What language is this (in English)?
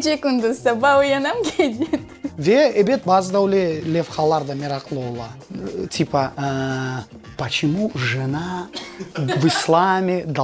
Crimean Tatar